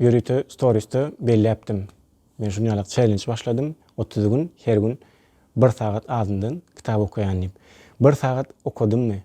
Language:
Turkmen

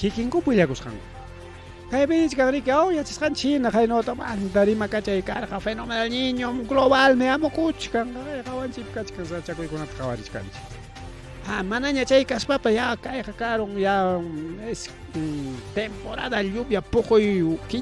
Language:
Ayacucho Quechua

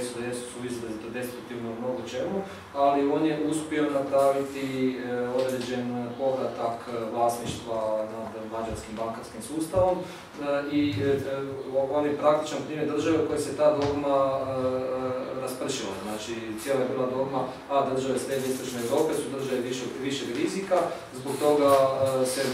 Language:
Croatian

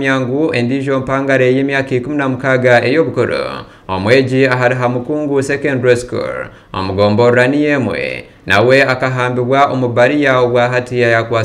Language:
Nyankole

